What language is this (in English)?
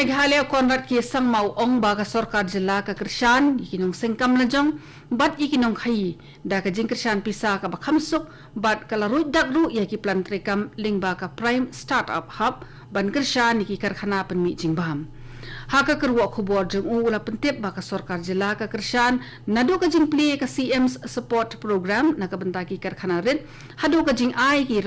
Khasi